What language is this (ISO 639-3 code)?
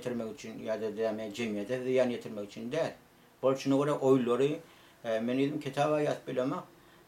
tuk